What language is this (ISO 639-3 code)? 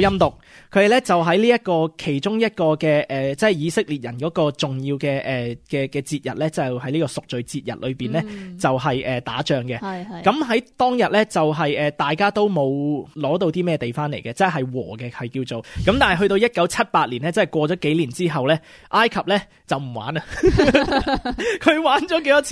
yue